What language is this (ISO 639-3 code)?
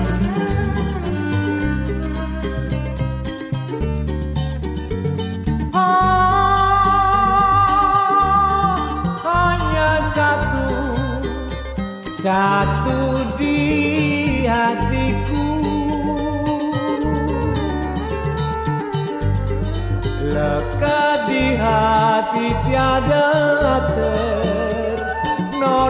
ind